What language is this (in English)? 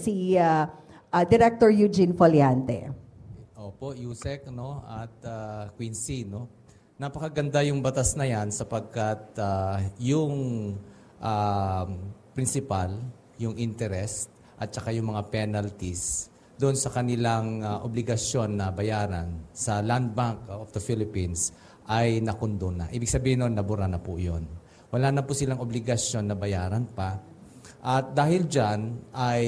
Filipino